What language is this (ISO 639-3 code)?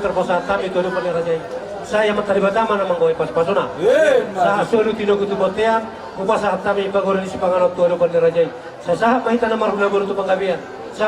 bbc